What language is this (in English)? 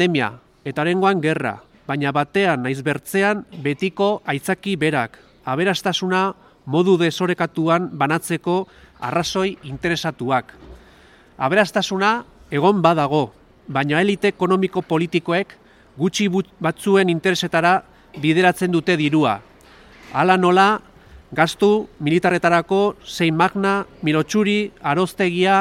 Basque